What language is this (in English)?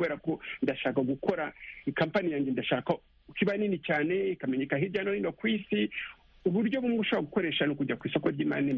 Kinyarwanda